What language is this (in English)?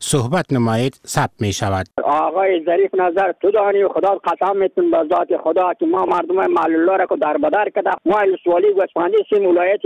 Persian